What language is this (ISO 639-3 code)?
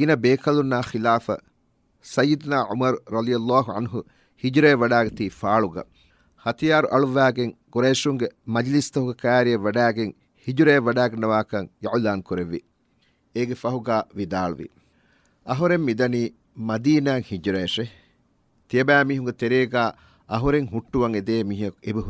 div